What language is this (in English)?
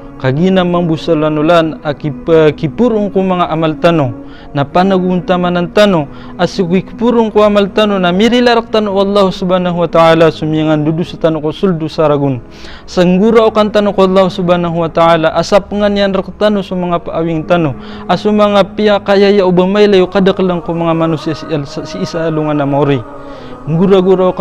Maranao